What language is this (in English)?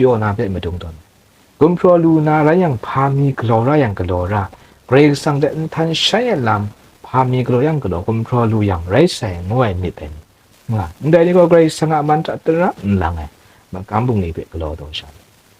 Kachin